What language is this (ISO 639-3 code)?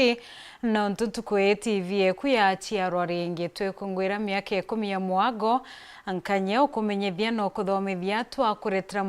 mer